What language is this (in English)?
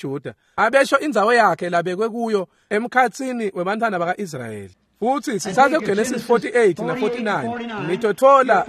Swati